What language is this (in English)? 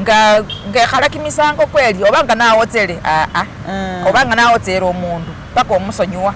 Masaaba